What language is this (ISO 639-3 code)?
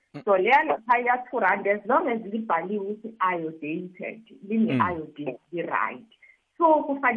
nbl